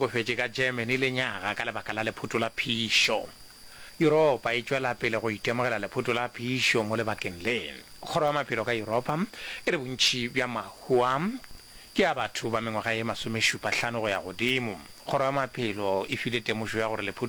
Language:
Northern Sotho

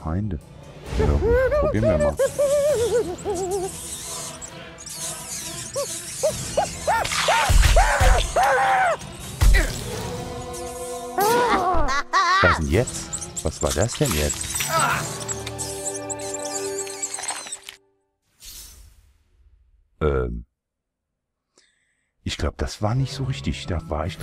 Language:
German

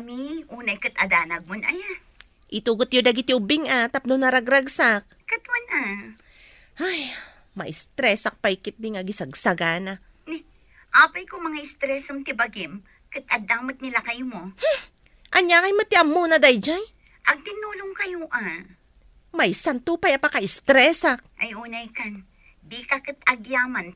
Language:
Iloko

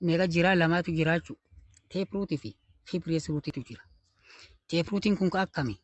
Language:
Oromo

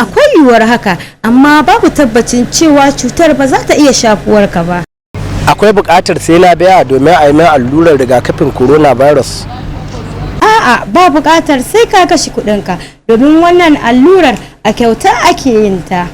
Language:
Hausa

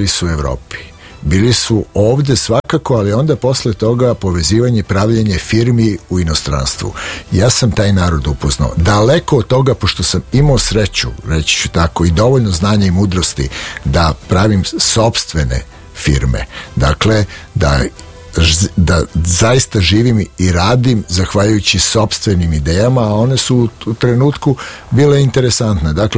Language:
Serbian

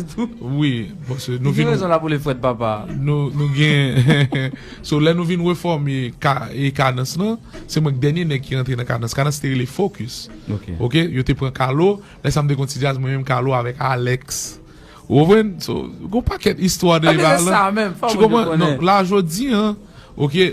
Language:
Haitian Creole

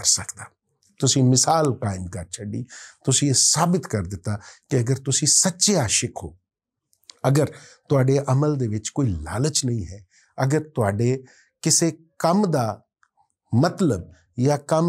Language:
Western Panjabi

